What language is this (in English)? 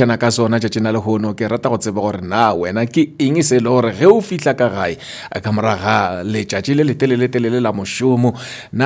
Northern Sotho